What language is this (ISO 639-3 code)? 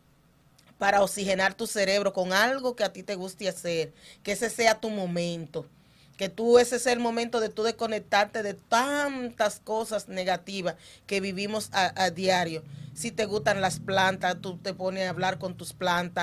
spa